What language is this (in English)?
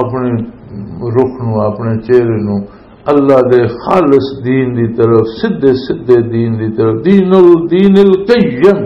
Western Panjabi